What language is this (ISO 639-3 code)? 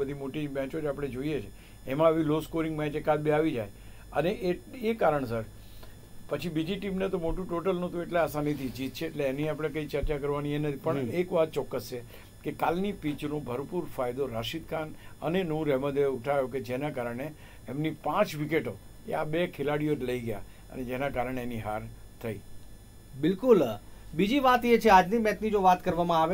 guj